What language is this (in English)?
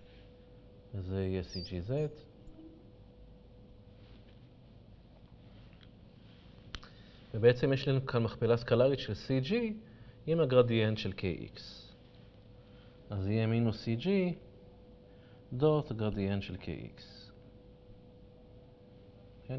Hebrew